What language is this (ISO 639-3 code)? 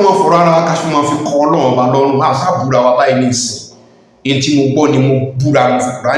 yor